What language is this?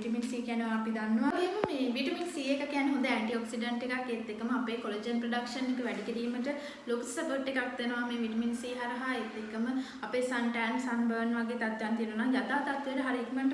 Sinhala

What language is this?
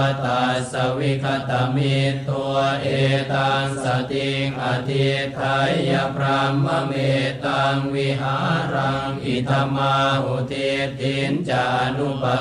Pali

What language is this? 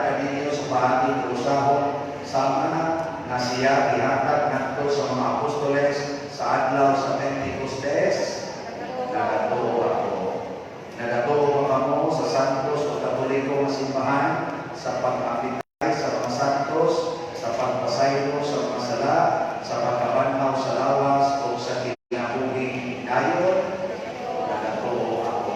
Cebuano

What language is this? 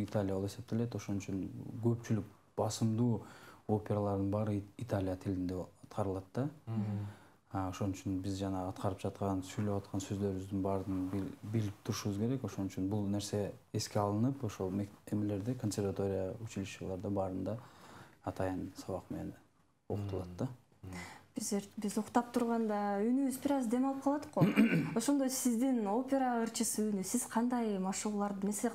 Kyrgyz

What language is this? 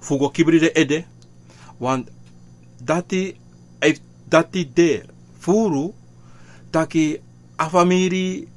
Sranan Tongo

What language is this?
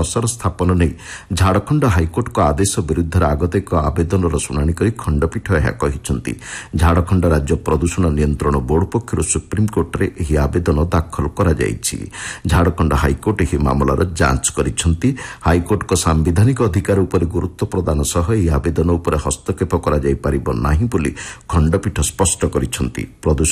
Odia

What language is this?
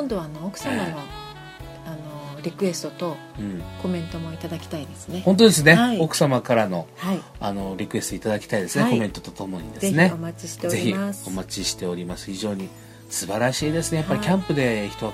Japanese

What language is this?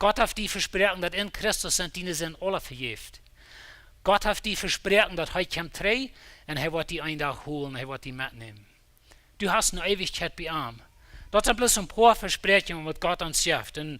Plautdietsch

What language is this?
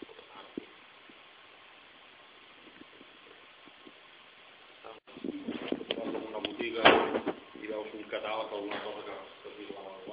Catalan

